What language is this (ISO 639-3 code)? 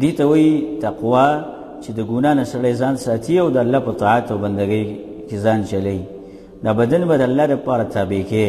pus